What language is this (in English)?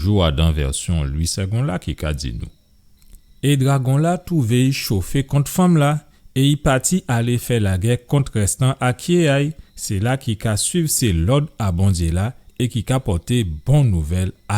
Guadeloupean Creole French